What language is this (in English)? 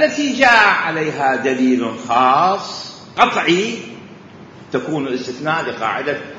Mesopotamian Arabic